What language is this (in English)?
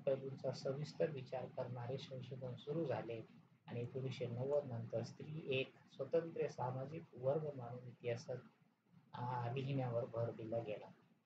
Marathi